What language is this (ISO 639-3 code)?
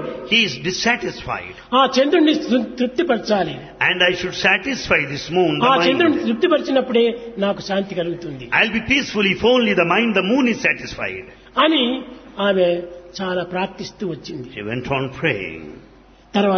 tel